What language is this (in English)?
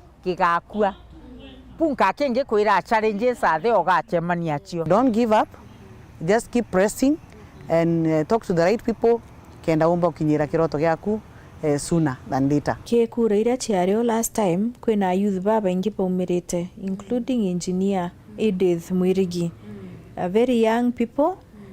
Meru